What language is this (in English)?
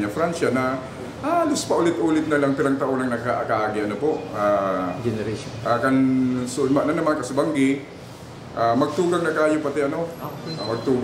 Bikol